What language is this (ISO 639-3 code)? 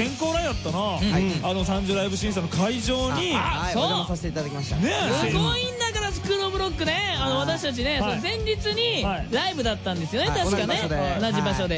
jpn